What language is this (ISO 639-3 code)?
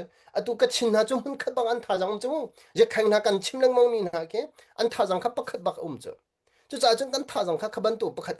cnh